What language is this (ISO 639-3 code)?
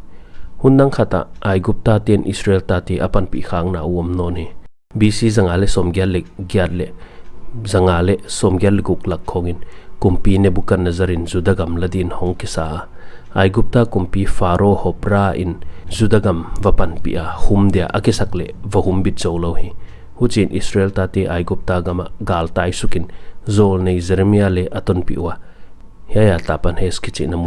pck